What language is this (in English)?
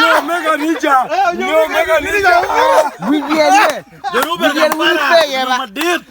Acoli